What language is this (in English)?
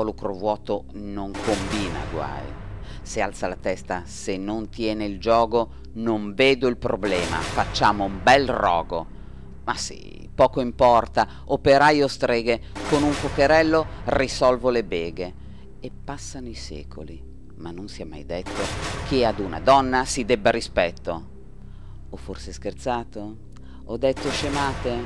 Italian